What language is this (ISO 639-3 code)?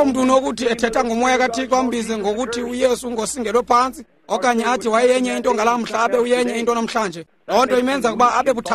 xho